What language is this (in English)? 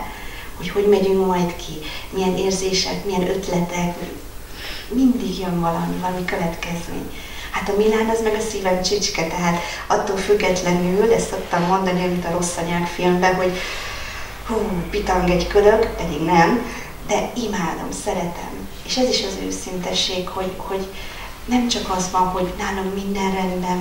Hungarian